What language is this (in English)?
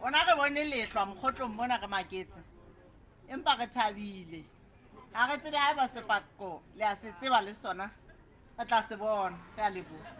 Southern Sotho